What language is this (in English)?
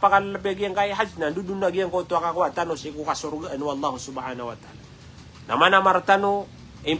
Maranao